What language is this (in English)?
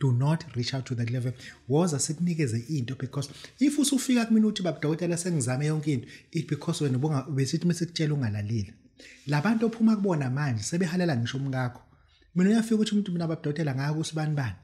Zulu